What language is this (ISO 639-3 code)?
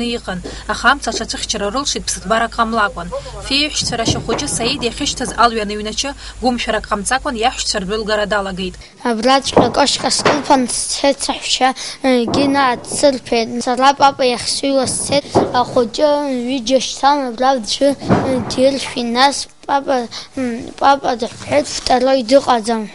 abk